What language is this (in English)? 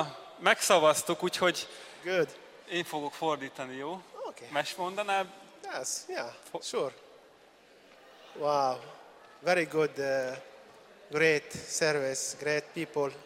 Hungarian